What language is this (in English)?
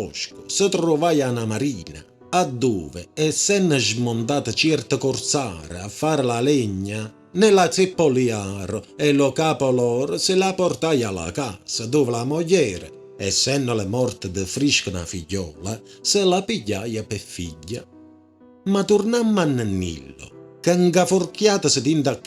Neapolitan